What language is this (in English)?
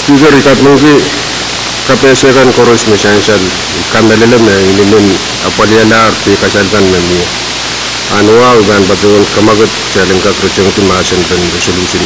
Pohnpeian